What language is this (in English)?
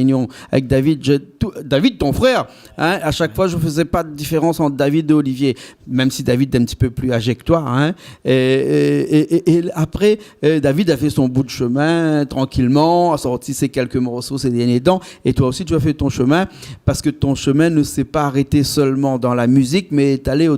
Réunion Creole French